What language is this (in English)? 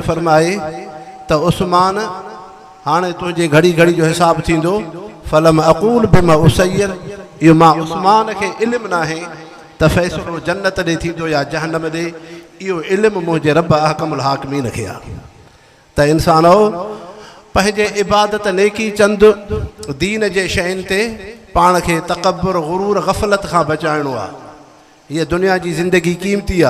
Sindhi